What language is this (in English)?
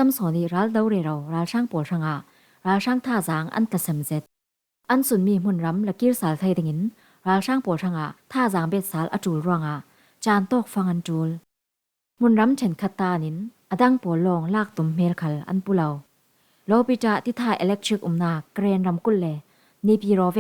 Falam Chin